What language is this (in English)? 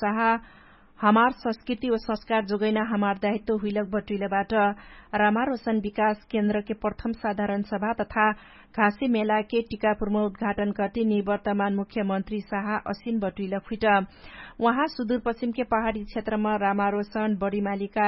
Dangaura Tharu